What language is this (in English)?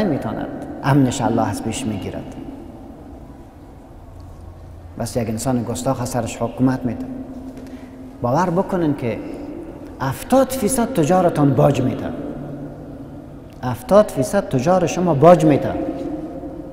Persian